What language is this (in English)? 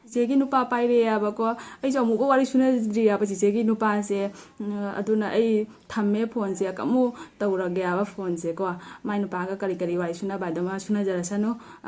Manipuri